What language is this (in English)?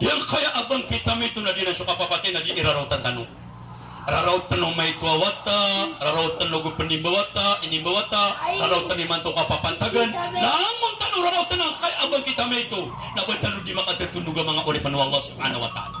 Maranao